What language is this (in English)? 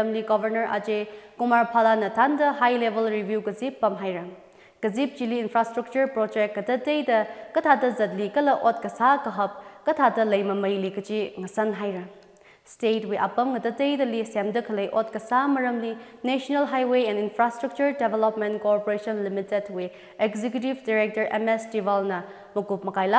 Tangkhul Naga (India)